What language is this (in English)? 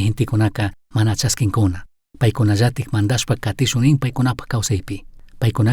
Chimborazo Highland Quichua